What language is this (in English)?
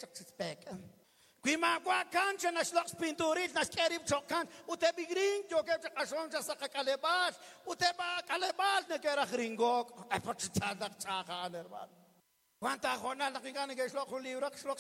Kekchí